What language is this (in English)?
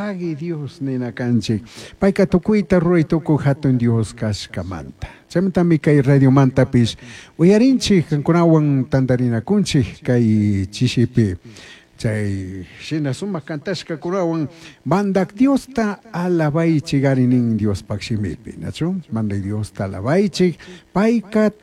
Chimborazo Highland Quichua